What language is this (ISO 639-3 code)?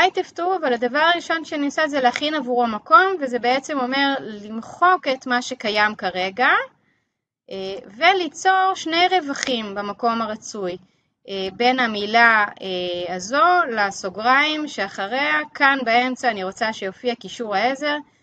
heb